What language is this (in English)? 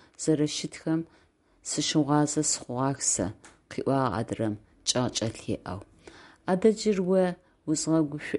Adyghe